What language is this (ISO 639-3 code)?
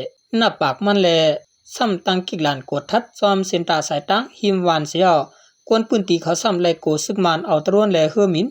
shn